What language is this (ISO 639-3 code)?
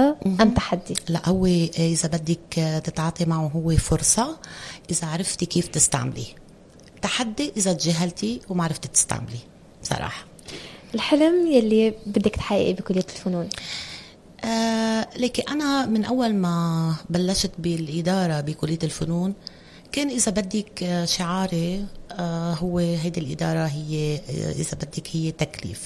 apc